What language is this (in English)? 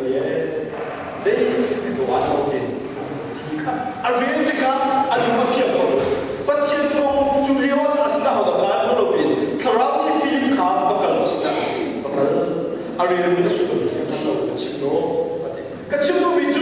Hakha Chin